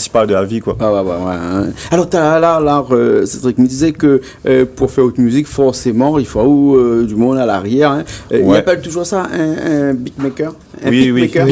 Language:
Réunion Creole French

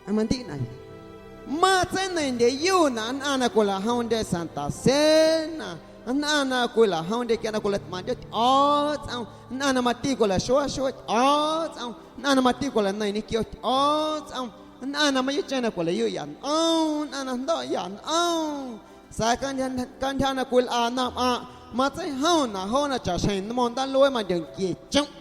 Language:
Guerrero Amuzgo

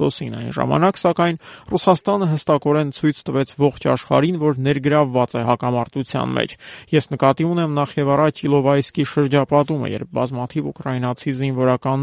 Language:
Armenian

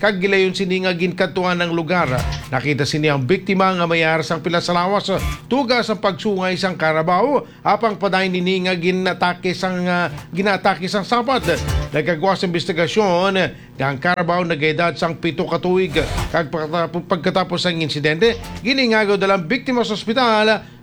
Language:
Hiligaynon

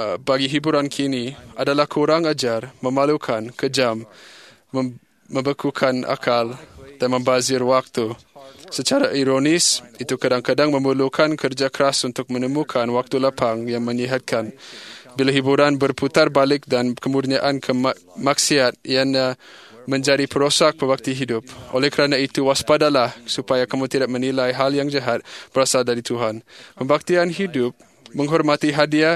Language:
Malay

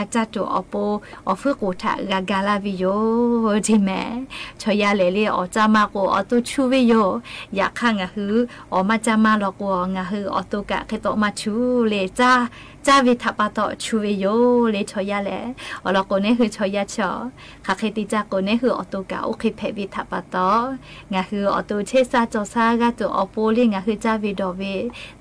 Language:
Lahu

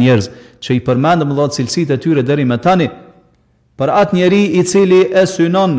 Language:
Albanian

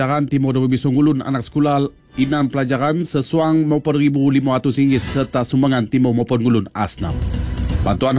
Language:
Malay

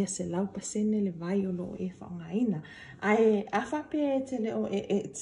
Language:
Samoan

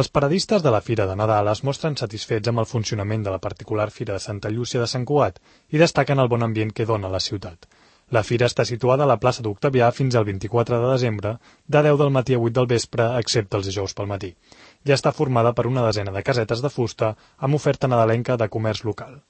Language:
Catalan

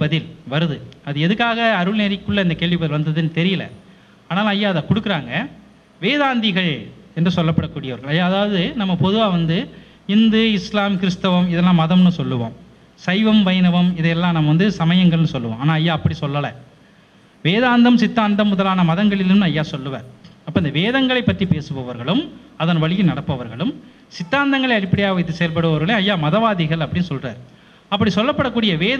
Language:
Tamil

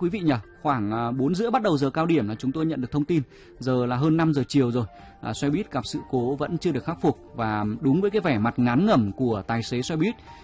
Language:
Vietnamese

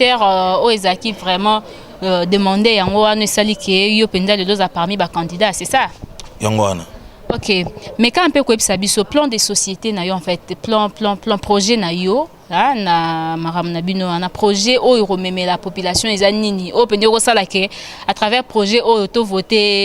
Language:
Lingala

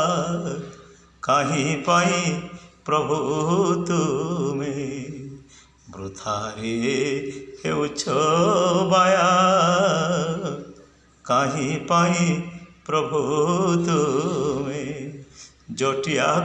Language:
Odia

